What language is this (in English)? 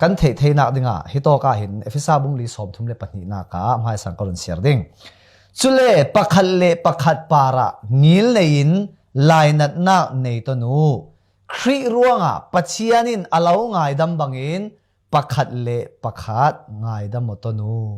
Falam Chin